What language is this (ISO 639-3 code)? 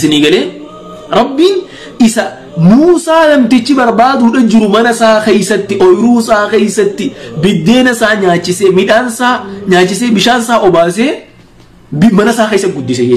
orm